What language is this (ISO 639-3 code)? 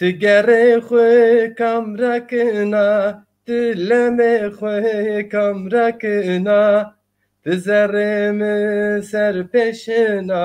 zza